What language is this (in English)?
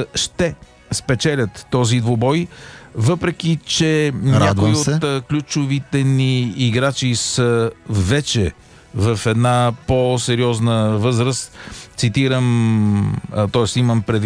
Bulgarian